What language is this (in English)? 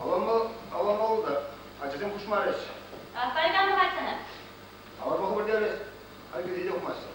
Chuvash